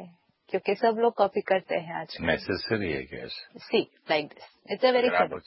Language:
Hindi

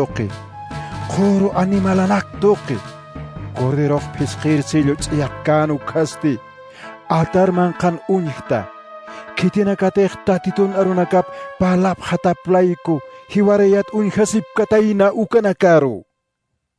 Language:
Aymara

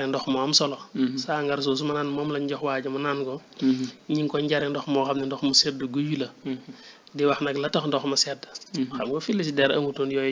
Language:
Wolof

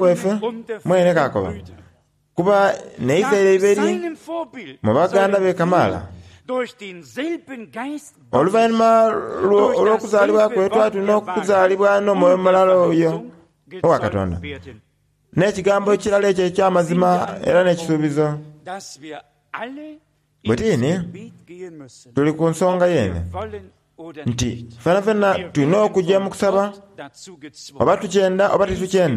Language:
Soga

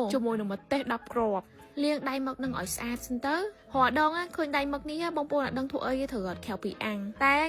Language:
Khmer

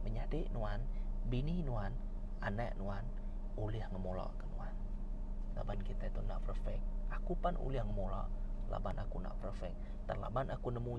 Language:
Iban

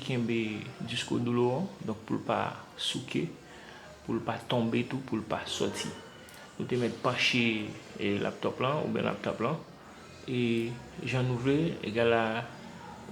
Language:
Haitian Creole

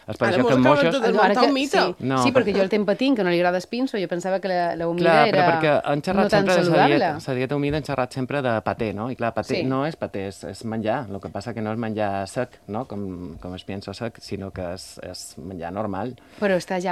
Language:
Catalan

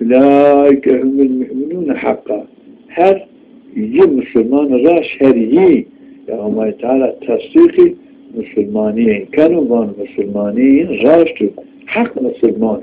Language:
Zaza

